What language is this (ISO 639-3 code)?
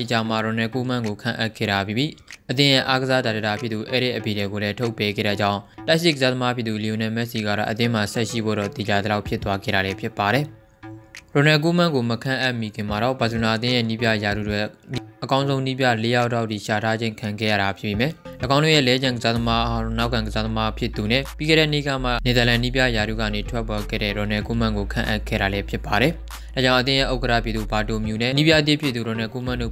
mya